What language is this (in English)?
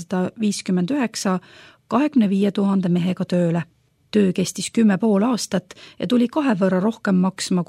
Estonian